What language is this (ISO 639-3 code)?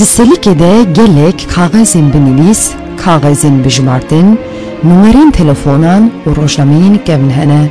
kur